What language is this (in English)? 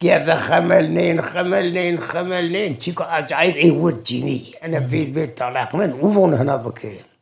Zaza